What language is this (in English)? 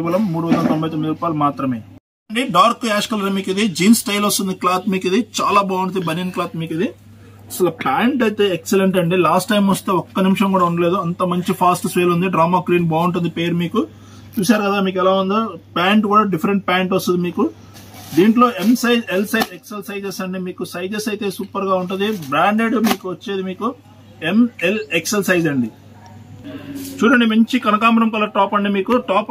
Telugu